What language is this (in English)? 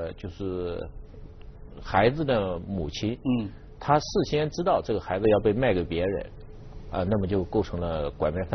Chinese